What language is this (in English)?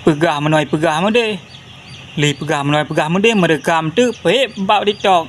Achinese